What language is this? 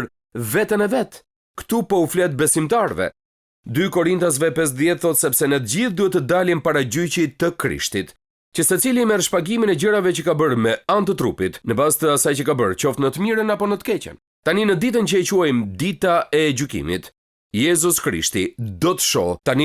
Albanian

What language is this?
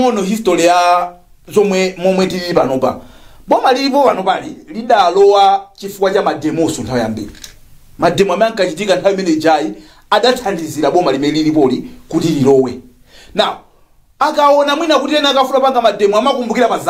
Nyanja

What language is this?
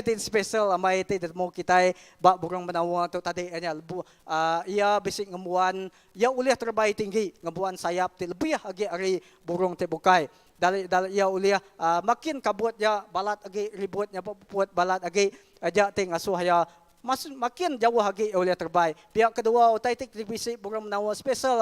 Iban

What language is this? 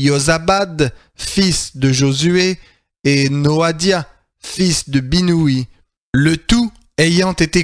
French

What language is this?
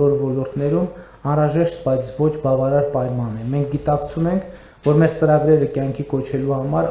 Armenian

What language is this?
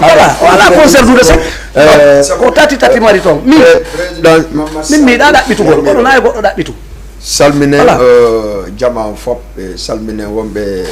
Fula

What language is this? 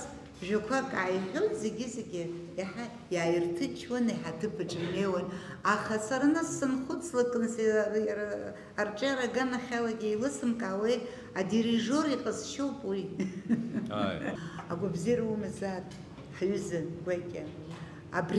Abkhazian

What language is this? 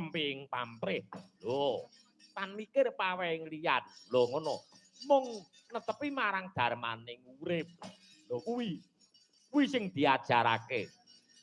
Javanese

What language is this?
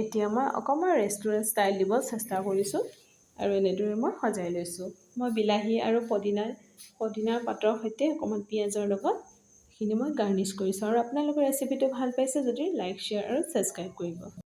Assamese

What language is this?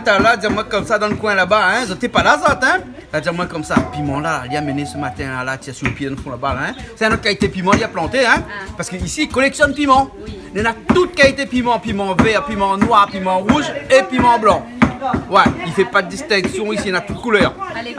Réunion Creole French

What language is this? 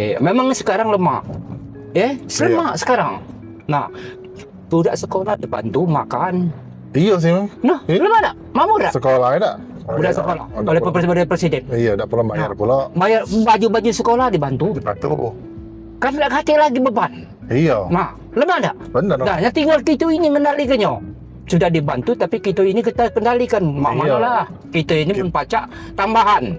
Musi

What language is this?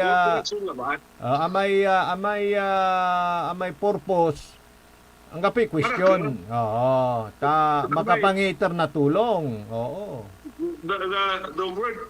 Pangasinan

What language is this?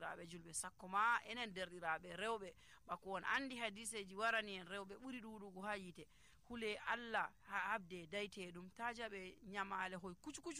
Nigerian Fulfulde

